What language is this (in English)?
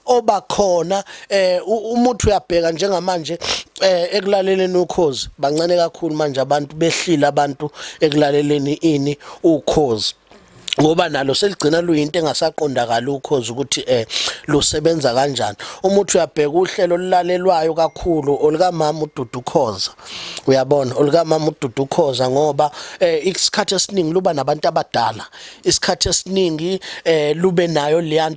Zulu